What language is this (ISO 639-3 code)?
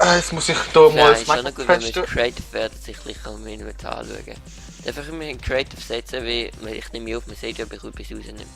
gsw